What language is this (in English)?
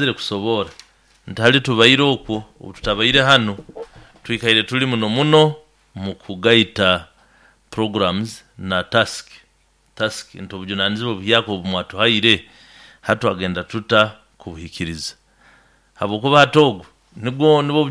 Nyankole